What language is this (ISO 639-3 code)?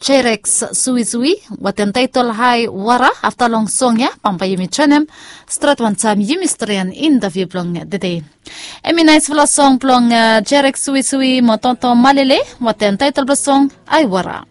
bis